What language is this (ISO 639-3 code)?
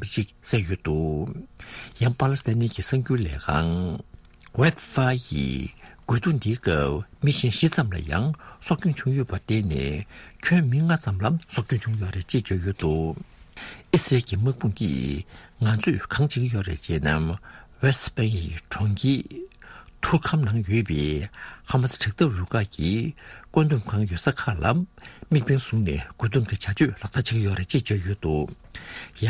bod